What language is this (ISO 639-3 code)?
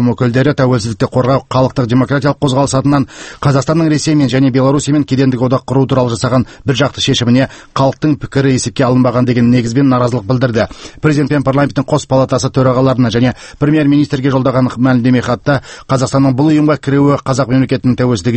kaz